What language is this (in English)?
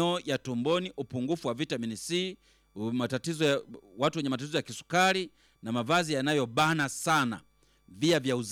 Swahili